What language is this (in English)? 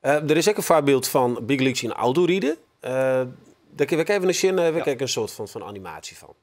Western Frisian